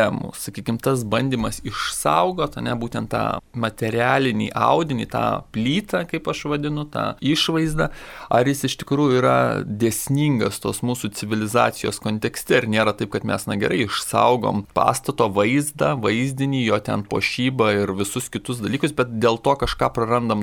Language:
Lithuanian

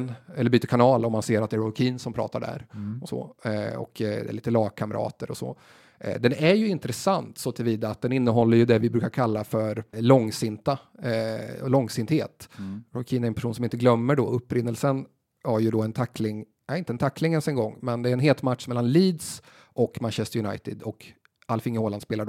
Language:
Swedish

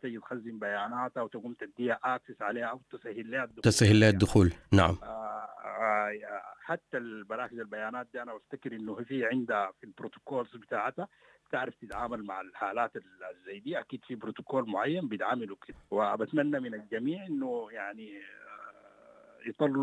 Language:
Sudanese Arabic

